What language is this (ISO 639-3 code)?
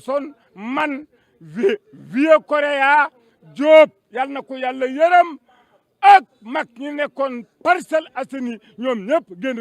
wol